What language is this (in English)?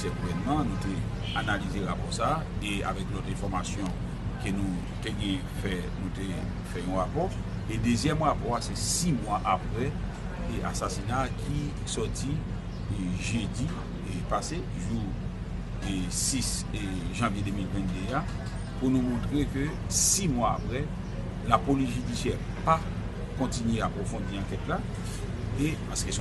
Haitian Creole